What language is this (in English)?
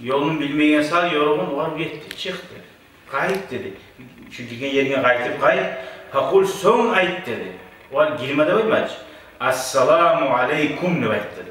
Kumyk